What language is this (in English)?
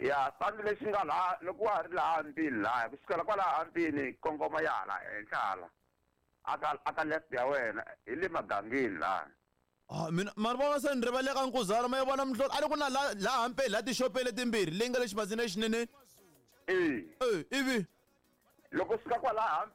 Tsonga